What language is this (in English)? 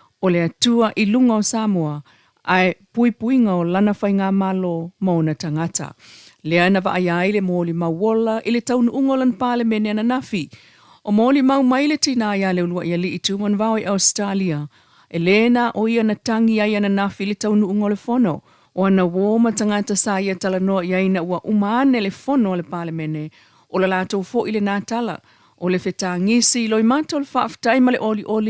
Samoan